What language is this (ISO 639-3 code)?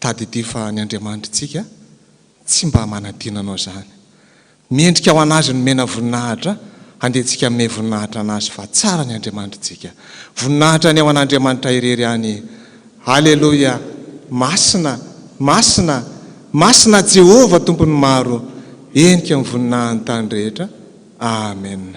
mlg